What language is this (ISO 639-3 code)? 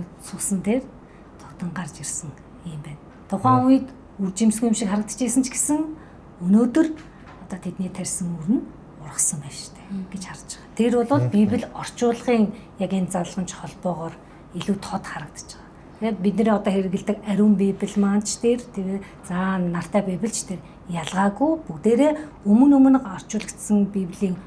mon